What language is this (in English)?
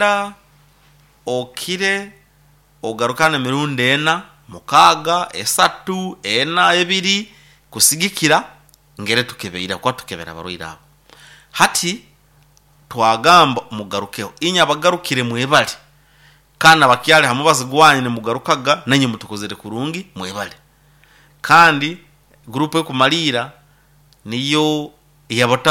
Nyoro